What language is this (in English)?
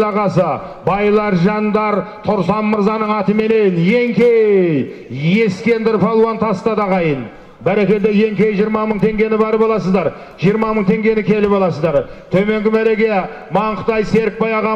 Kazakh